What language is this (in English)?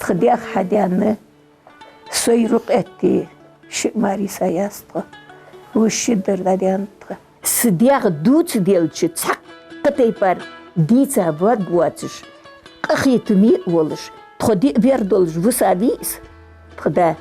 Ingush